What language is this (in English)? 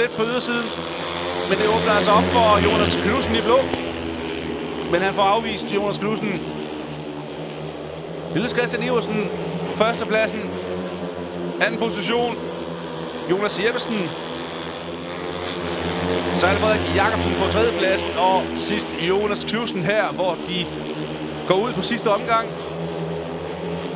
Danish